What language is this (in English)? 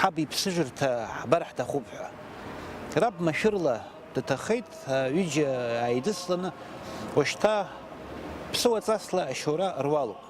Abkhazian